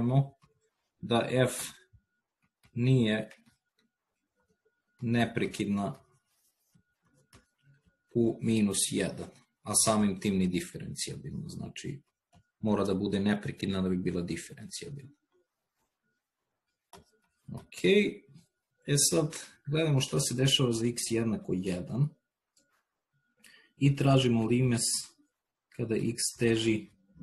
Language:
Serbian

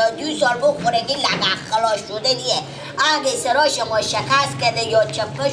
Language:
Persian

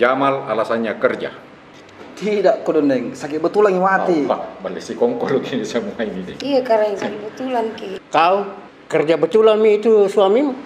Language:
Makassar Malay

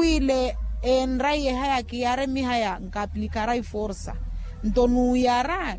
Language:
Makhuwa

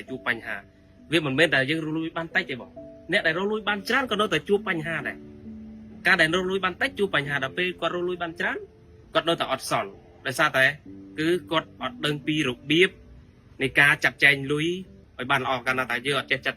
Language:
Khmer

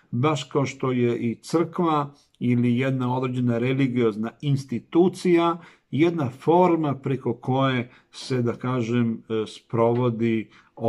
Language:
Serbian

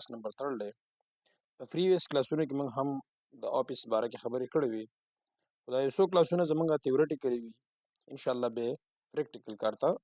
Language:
Pashto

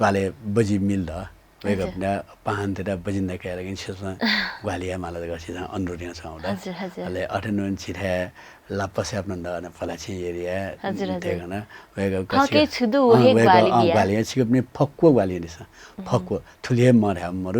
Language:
Newari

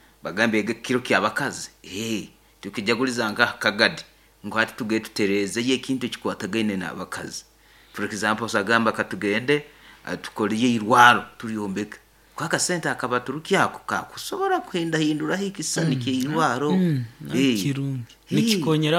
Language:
Nyoro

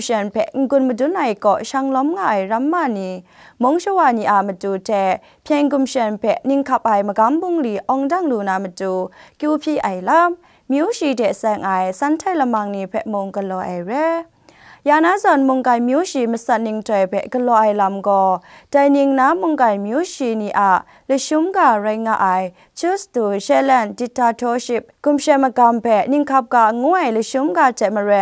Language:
Kachin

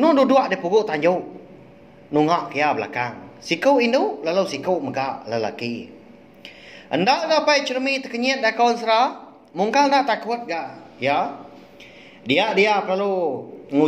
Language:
Iban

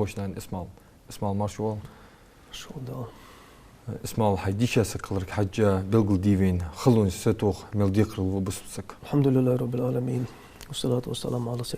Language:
Ingush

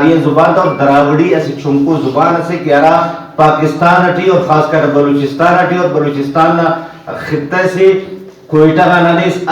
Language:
Brahui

